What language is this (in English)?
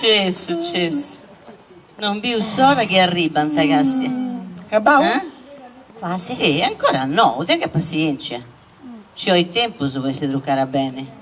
Sardinian